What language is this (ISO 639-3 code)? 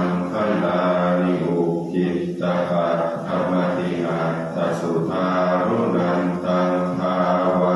pli